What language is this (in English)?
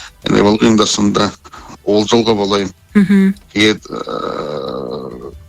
Buriat